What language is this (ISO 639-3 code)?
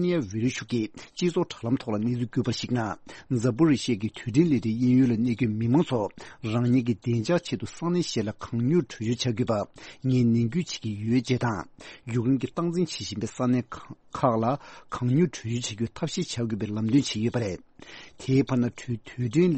bod